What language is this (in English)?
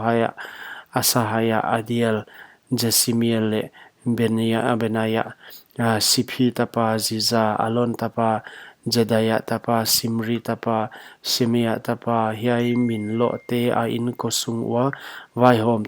Paite Chin